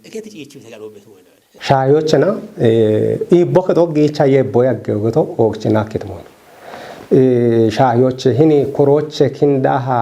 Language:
Kafa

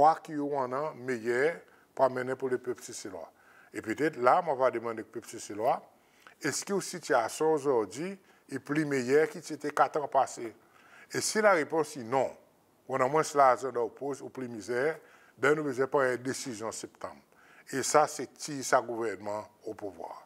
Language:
Seselwa Creole French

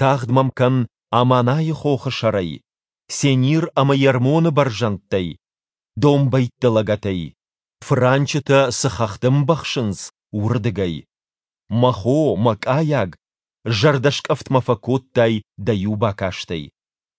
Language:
Ossetic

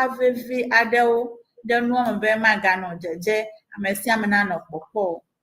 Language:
Ewe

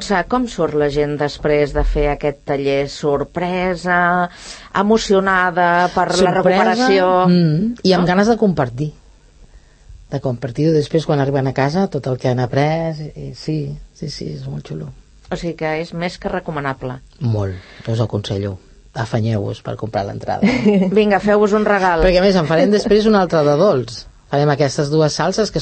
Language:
Catalan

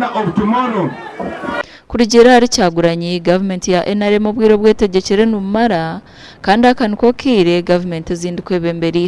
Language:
Nyankole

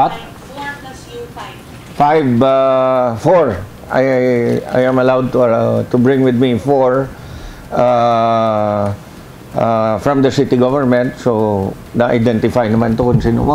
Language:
Hiligaynon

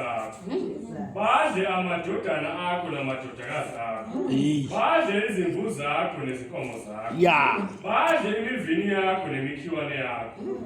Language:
Zulu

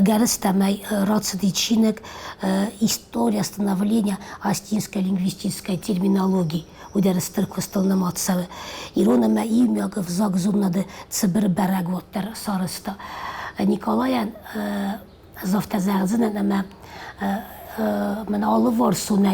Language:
Ossetic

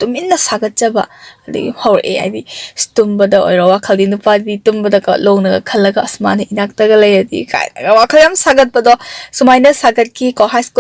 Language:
Manipuri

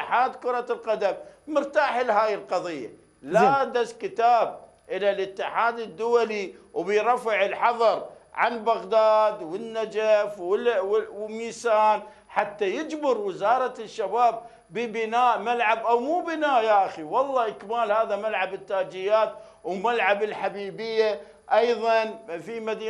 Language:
Mesopotamian Arabic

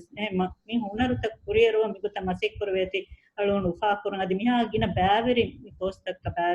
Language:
Divehi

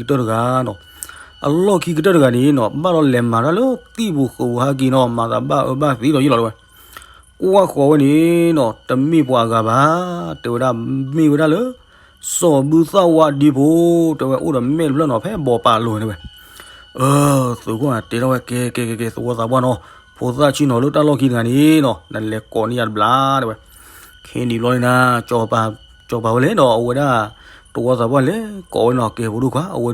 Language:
S'gaw Karen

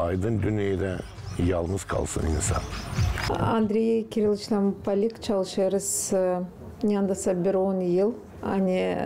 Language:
Gagauz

